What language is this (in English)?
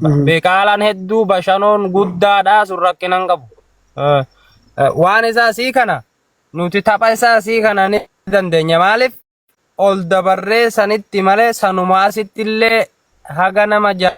Oromo